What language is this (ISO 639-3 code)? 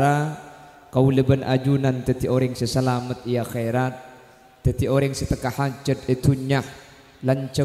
mad